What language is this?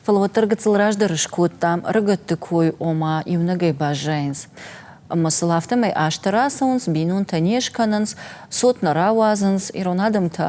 Ossetic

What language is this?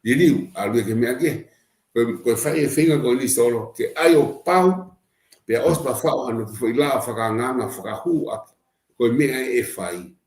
Tongan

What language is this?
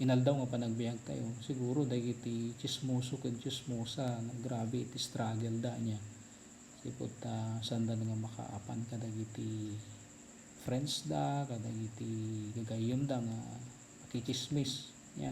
Iloko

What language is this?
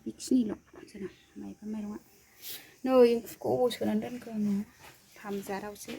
Bodo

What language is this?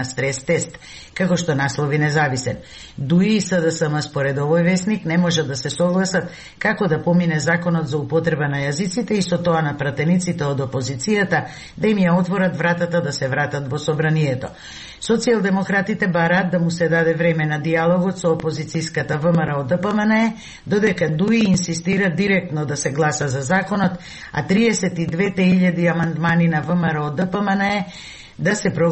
Macedonian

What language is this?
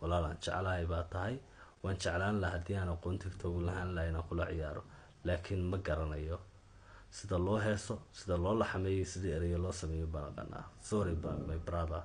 Somali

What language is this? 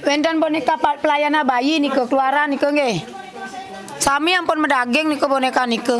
Balinese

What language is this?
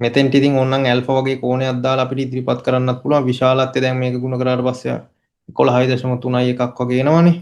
Sinhala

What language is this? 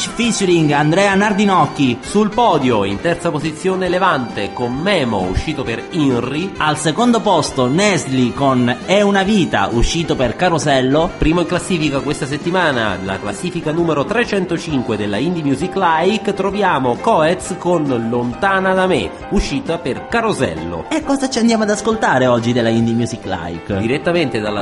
Italian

